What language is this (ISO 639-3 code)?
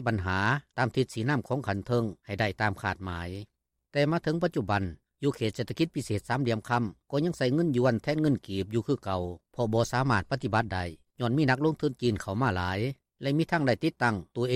lao